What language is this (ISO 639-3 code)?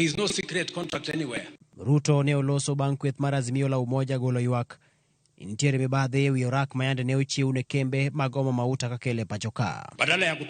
luo